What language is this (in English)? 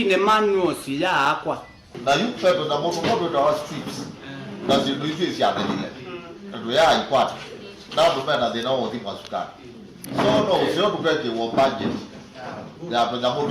Kamba